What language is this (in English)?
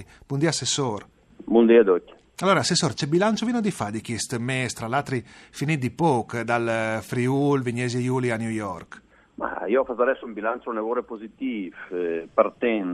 Friulian